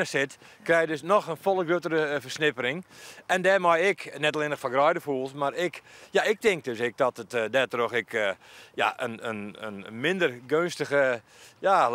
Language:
Western Frisian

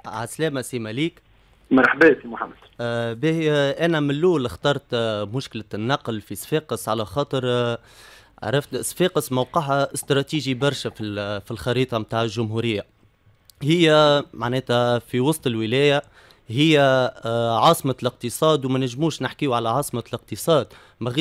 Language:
Tunisian Arabic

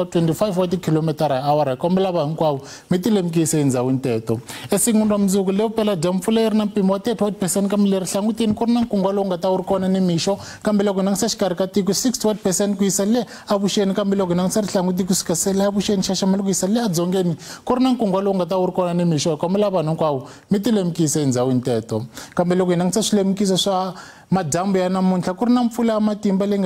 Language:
Tsonga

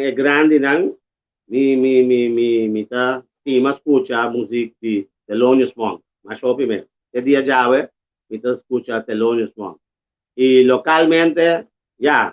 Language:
Papiamento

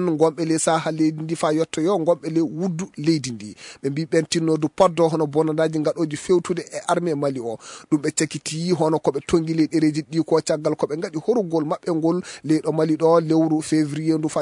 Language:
Fula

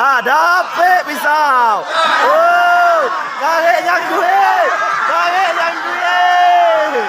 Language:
Minangkabau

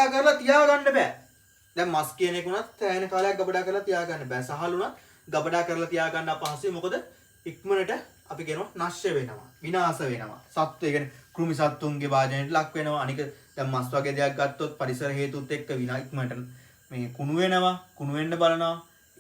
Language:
Sinhala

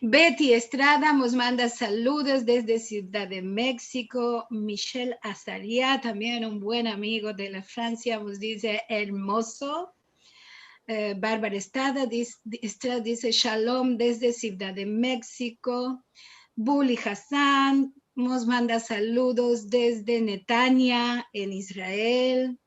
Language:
Ladino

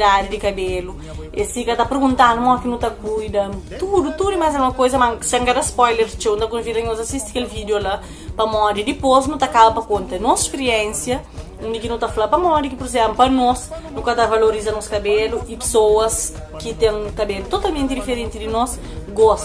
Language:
Kabuverdianu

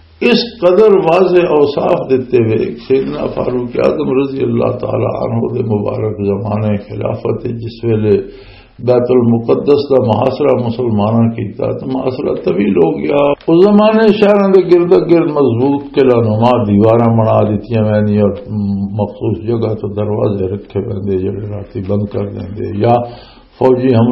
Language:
Western Panjabi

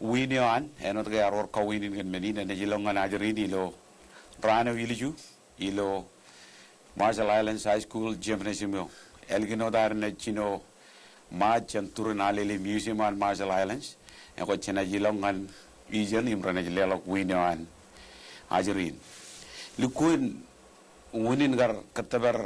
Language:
Marshallese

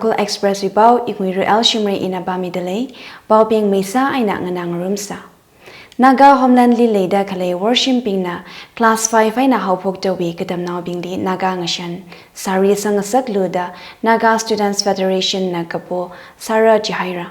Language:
Tangkhul Naga (India)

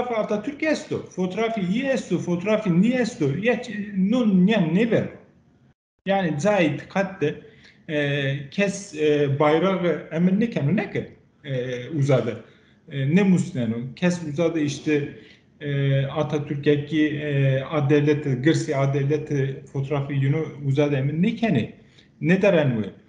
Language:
Zaza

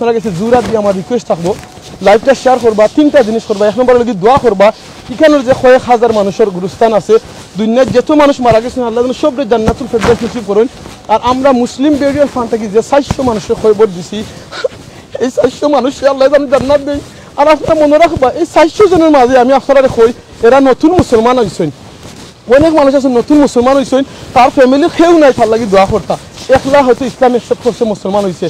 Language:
Sylheti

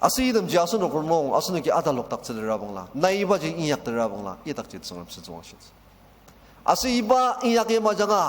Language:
Ao Naga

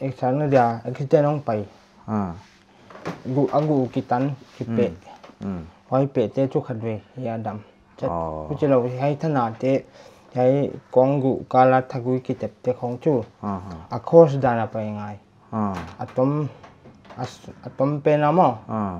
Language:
Paite Chin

